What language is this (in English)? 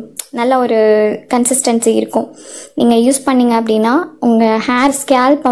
Tamil